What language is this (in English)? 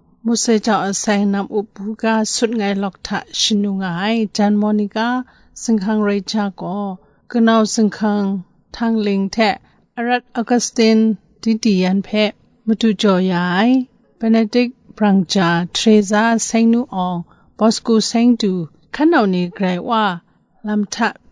Kachin